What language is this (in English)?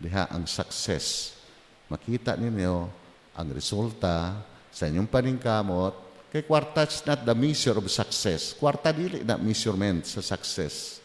Cebuano